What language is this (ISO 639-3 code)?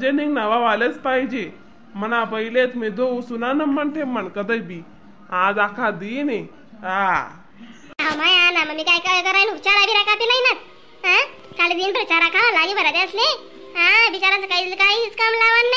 khn